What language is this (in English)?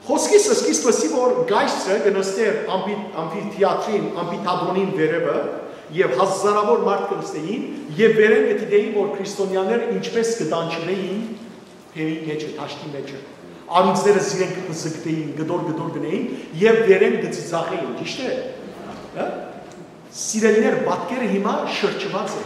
Western Armenian